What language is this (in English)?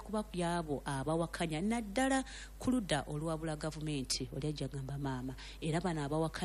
Ganda